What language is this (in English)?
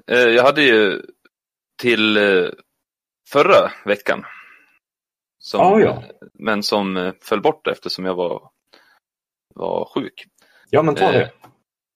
Swedish